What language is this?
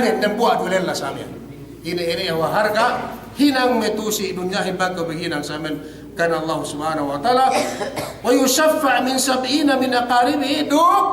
Yakan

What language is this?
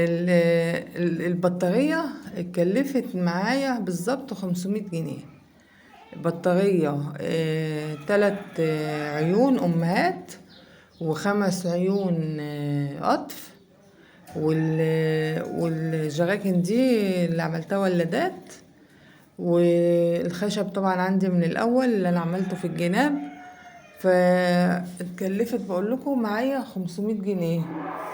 Egyptian Arabic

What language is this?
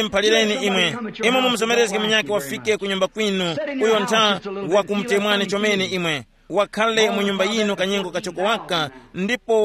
Tumbuka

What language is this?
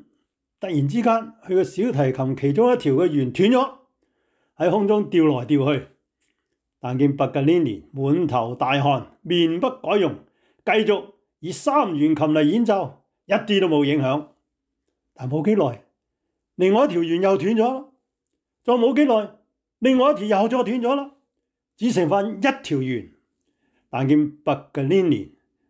Cantonese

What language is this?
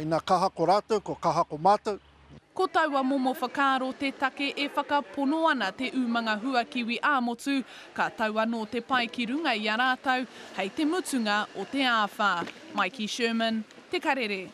Māori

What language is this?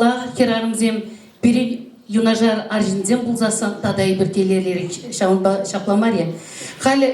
Chuvash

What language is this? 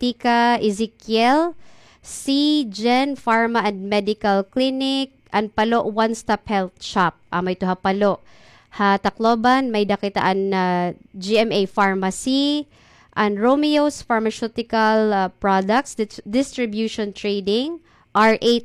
Waray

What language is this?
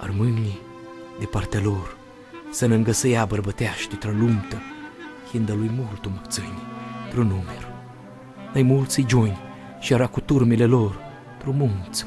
Aromanian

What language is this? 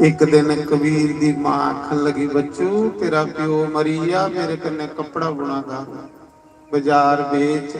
Dogri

